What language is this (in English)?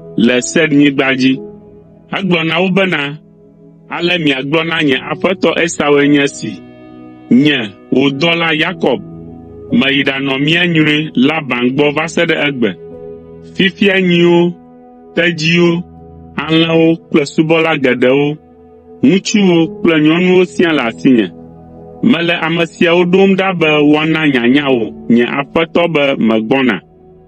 Ewe